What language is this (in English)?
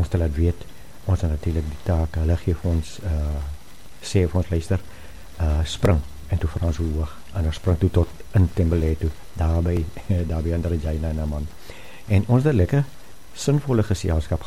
Afrikaans